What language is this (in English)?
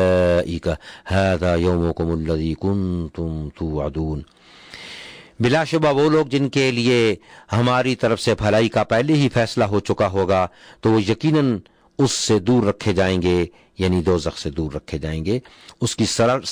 Urdu